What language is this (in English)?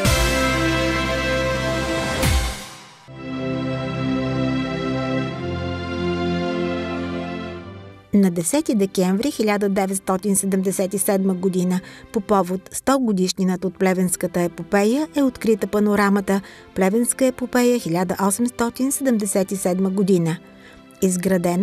Bulgarian